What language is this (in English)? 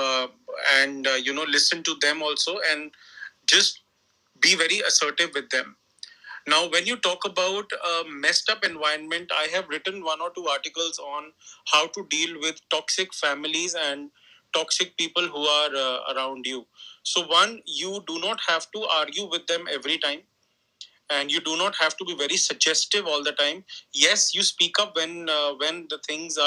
English